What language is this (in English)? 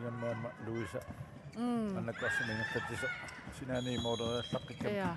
Kalaallisut